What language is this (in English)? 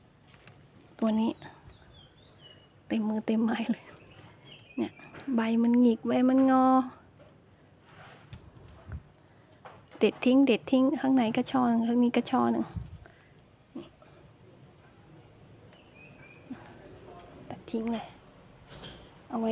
Thai